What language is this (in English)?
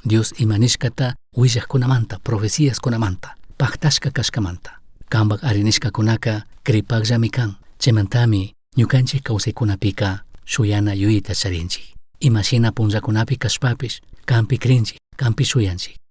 Chimborazo Highland Quichua